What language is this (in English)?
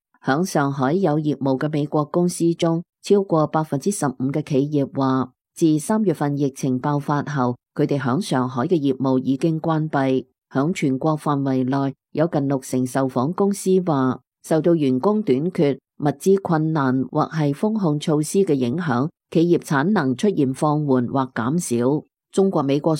Cantonese